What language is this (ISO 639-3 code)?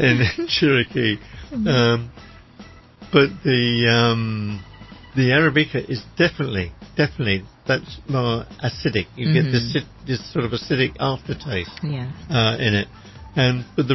eng